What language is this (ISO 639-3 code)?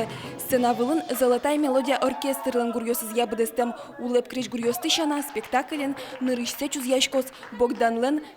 udm